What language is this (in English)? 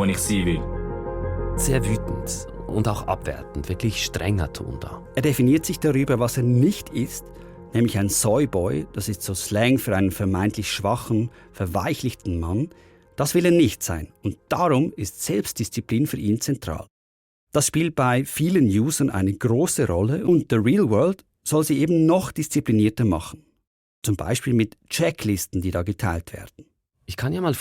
Swiss German